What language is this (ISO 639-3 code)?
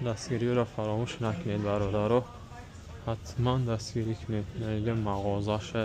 tgk